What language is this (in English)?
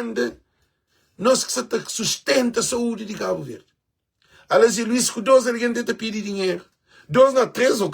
Kabuverdianu